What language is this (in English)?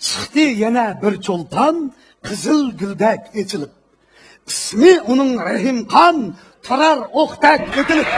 Uyghur